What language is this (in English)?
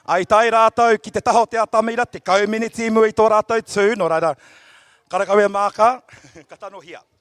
Māori